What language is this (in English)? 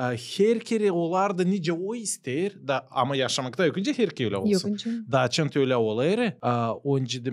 Gagauz